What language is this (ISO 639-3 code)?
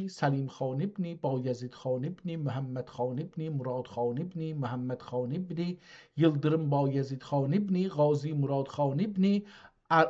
azb